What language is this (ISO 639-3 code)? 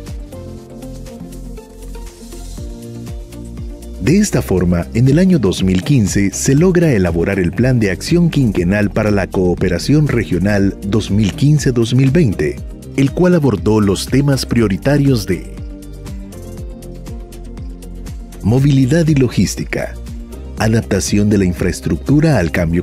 spa